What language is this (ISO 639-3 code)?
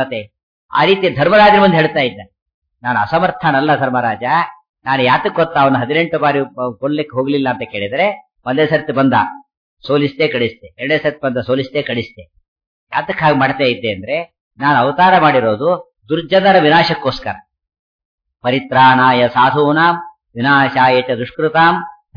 kan